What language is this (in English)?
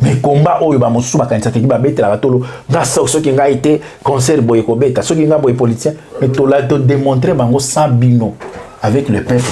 Lingala